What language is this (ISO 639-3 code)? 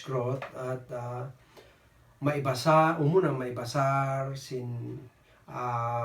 kne